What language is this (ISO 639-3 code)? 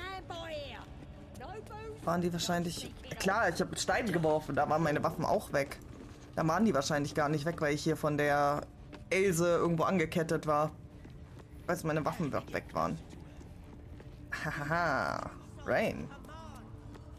deu